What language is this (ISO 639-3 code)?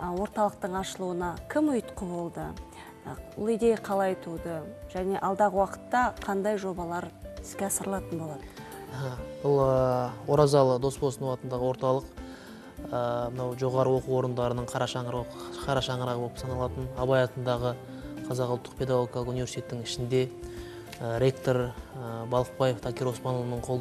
kaz